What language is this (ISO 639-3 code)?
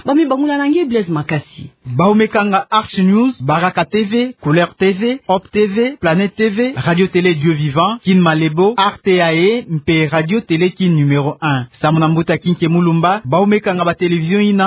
ktu